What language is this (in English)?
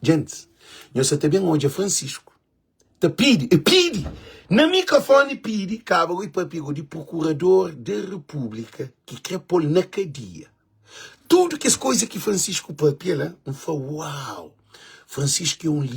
Kabuverdianu